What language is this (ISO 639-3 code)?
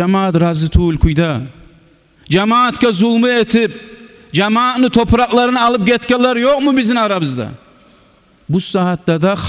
kum